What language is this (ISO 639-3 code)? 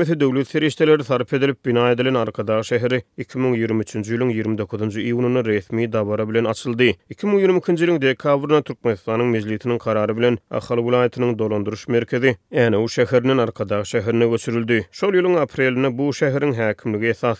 tuk